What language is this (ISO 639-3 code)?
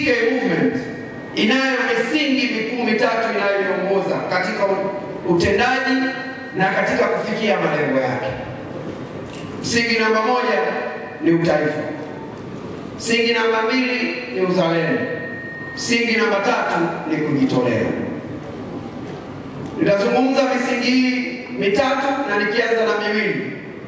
swa